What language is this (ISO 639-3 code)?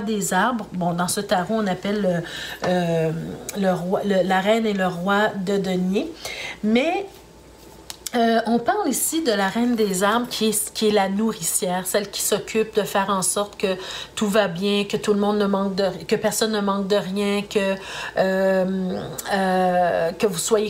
fra